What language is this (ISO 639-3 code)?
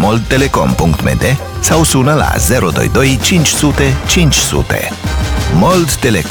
ron